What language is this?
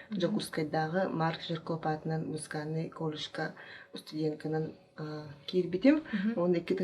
Yakut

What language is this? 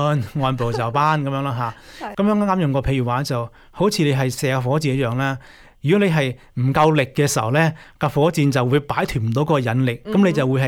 Cantonese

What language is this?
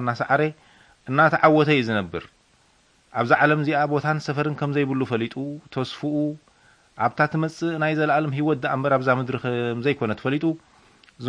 Tigrinya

